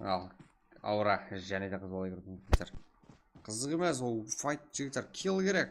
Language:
Kara-Kalpak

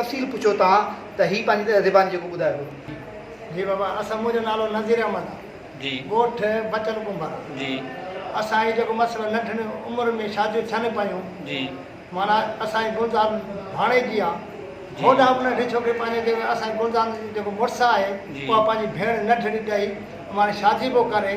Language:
Sindhi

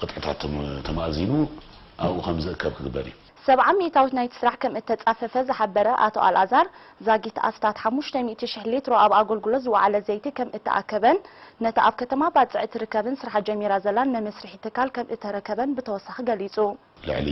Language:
Tigrinya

